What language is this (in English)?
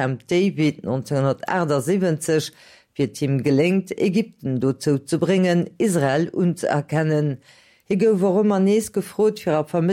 Luxembourgish